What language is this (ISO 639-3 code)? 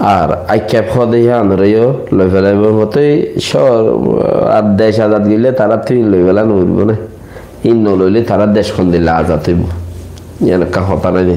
rhg